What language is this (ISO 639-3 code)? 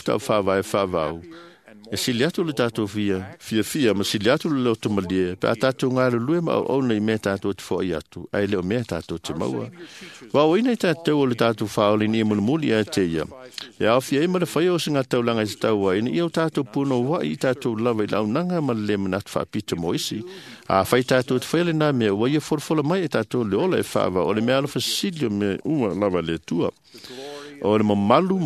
smo